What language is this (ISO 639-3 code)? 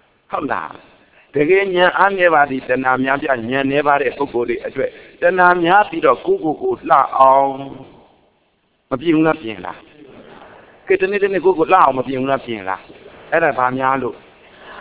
mya